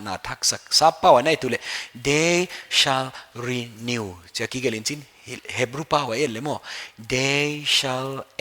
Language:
Paite Chin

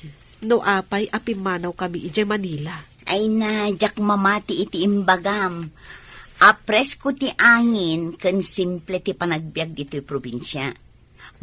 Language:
Iloko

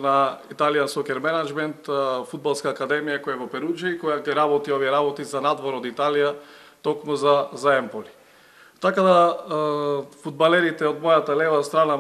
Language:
Macedonian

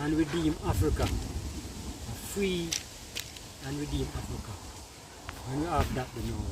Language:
Jamaican Creole English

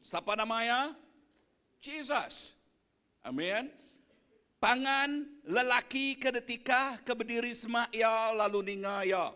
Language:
Iban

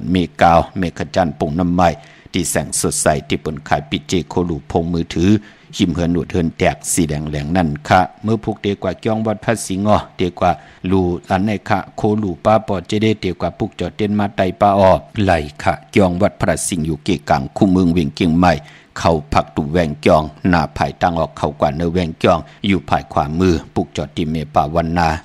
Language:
Shan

